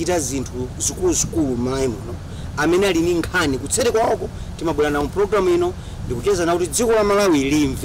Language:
Nyanja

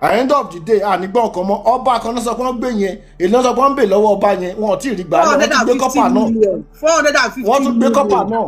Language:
Yoruba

